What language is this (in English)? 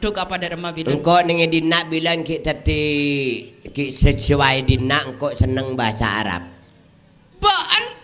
Madurese